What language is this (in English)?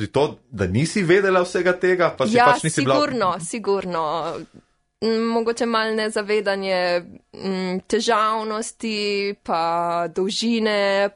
Slovenian